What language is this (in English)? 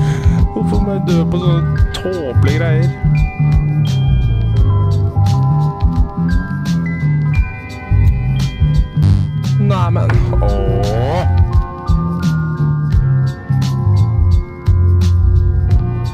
Norwegian